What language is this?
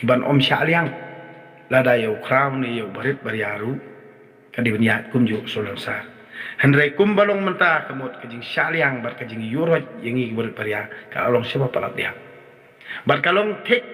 Khasi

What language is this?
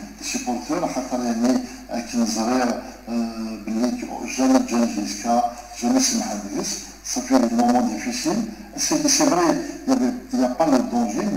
Kabyle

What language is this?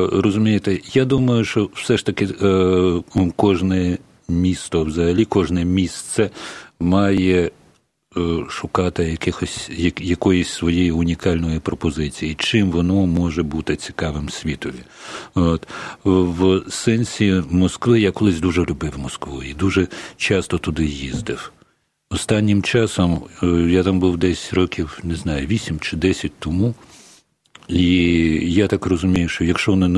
Ukrainian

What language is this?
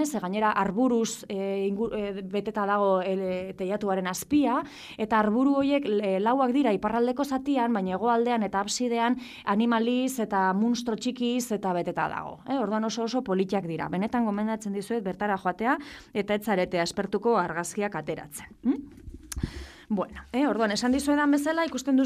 Basque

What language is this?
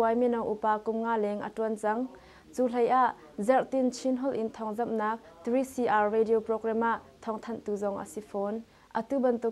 Hakha Chin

